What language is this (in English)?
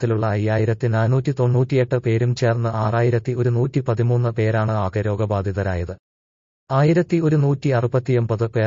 Malayalam